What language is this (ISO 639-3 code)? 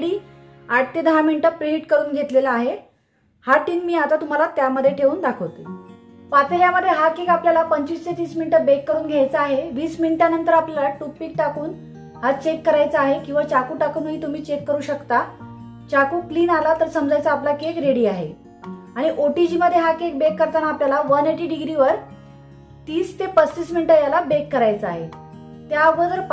mar